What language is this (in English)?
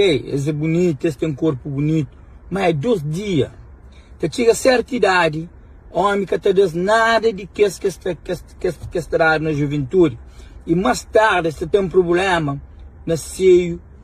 Kabuverdianu